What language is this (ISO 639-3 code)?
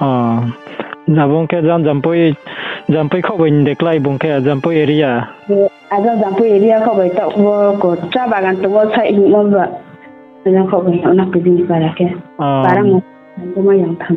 ria